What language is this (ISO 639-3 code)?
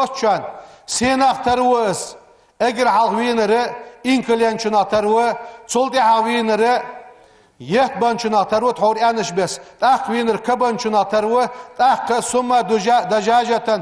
inh